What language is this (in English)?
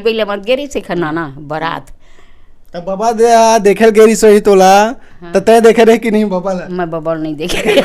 Chhattisgarhi